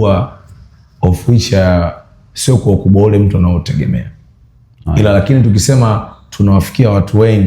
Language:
Swahili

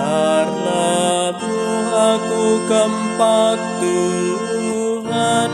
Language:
Batak Karo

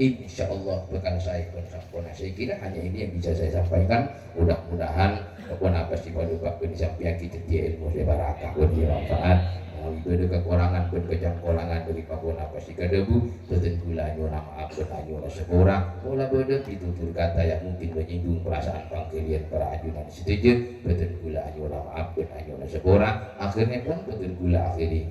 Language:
Madurese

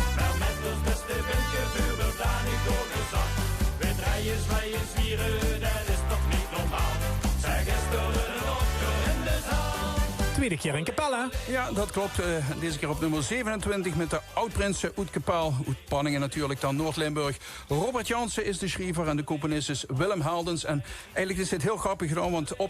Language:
Limburgish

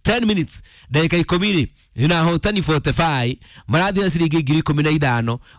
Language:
Kikuyu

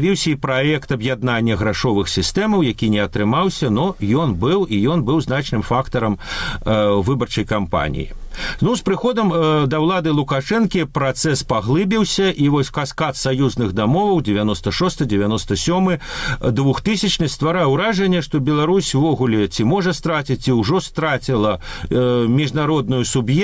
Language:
Belarusian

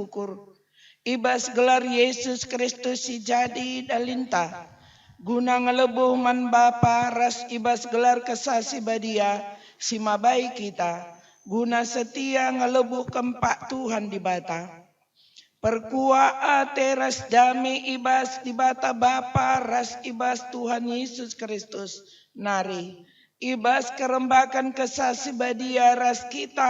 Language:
Batak Karo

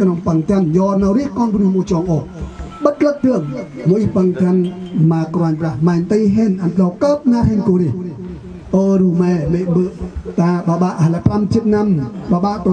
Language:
Central Mnong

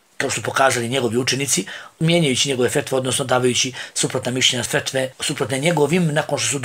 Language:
Bosnian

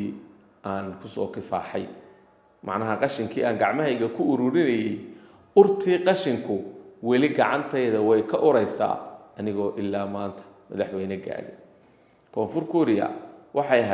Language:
Somali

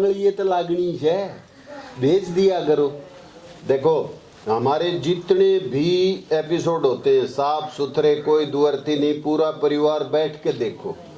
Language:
Haryanvi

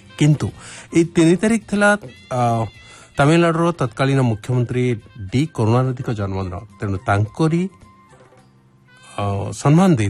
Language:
Odia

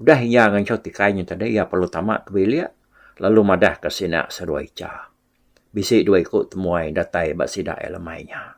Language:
Iban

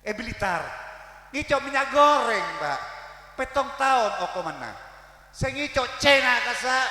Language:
Madurese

